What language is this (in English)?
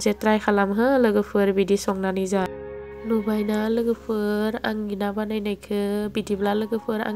Bodo